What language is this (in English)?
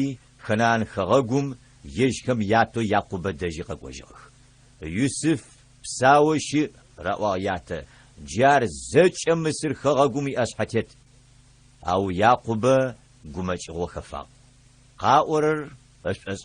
Adyghe